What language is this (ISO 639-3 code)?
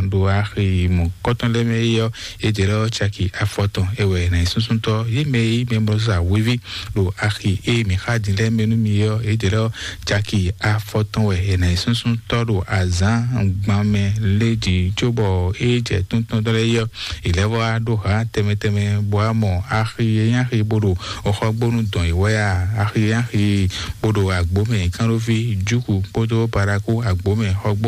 fon